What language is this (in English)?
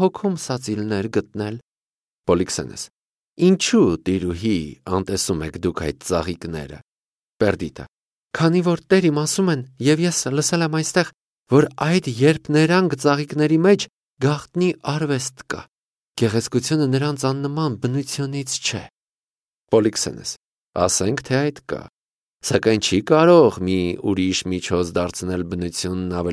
Armenian